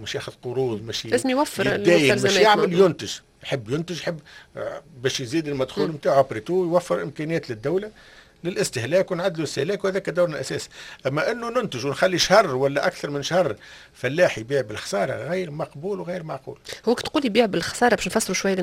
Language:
Tunisian Arabic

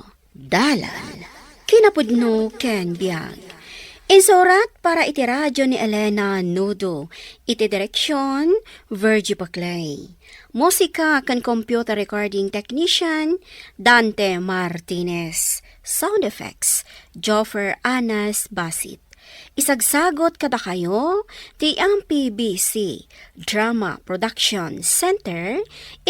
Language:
Iloko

